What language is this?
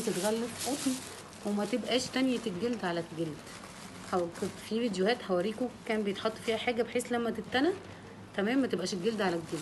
Egyptian Arabic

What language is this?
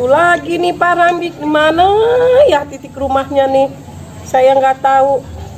Betawi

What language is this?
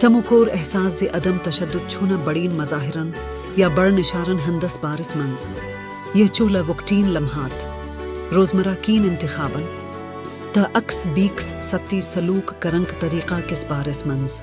Kashmiri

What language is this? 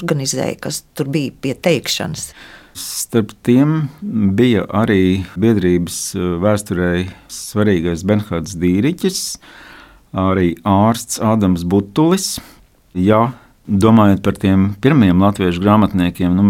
Latvian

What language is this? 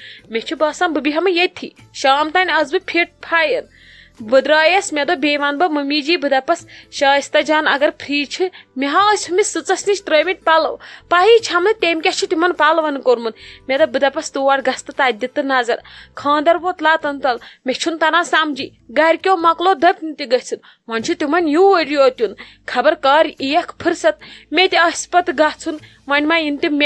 Kashmiri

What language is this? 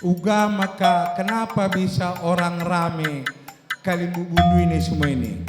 Batak Karo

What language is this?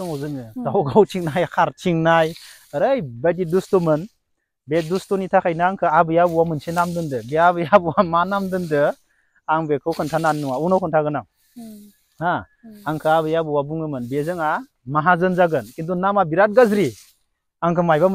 Bodo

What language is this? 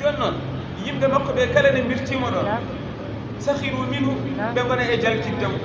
Fula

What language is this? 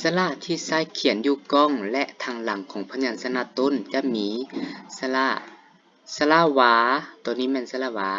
Lao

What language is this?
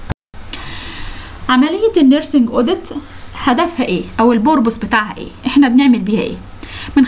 Egyptian Arabic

